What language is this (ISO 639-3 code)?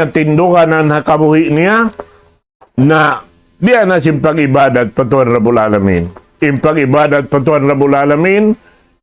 tsg